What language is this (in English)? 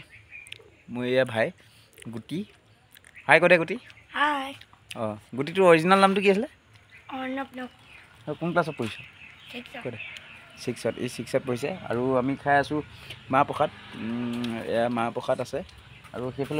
Assamese